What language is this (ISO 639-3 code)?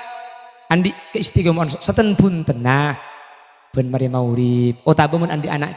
mad